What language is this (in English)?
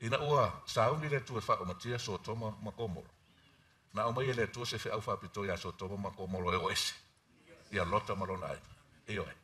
Samoan